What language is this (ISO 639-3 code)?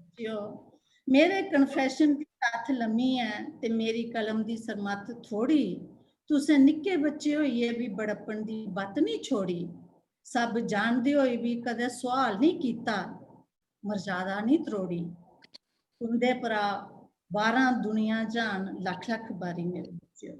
doi